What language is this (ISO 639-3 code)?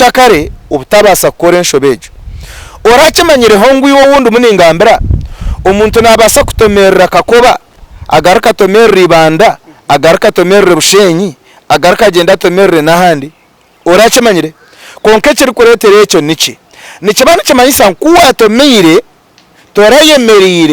nyn